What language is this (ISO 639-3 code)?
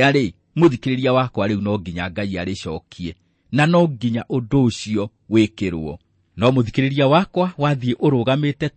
kik